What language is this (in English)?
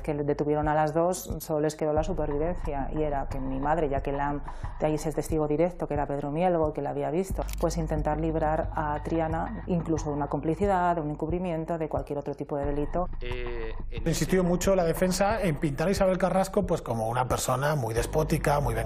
Spanish